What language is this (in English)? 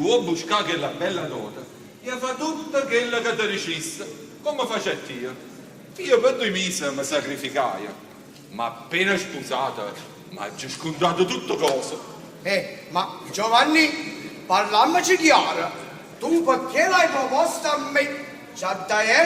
Neapolitan